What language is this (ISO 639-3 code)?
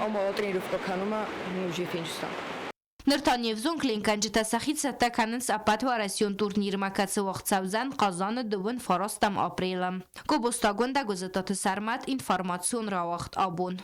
oss